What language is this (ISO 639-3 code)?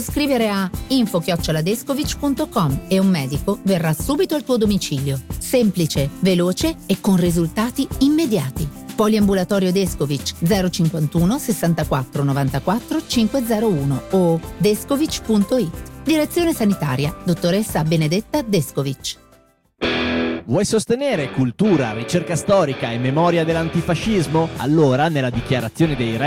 ita